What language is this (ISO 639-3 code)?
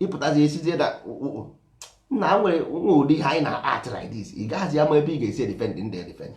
ibo